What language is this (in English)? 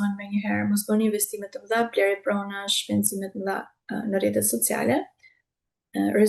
Albanian